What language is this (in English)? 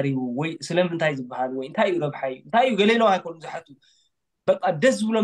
Tigrinya